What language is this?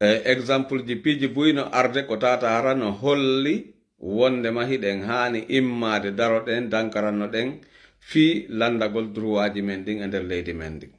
Fula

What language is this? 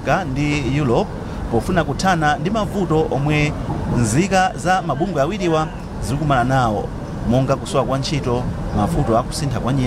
Nyanja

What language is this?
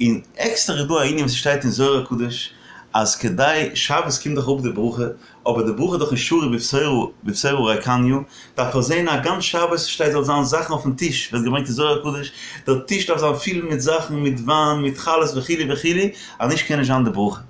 Yiddish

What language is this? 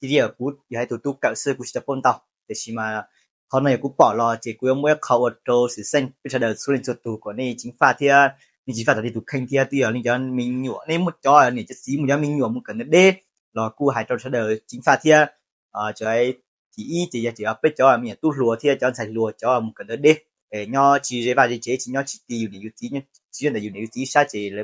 Hmong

